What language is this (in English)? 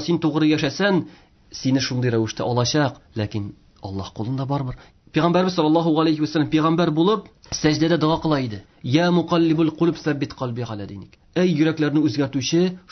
Tatar